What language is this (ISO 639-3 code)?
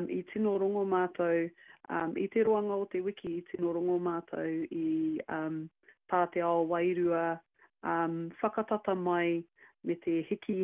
mri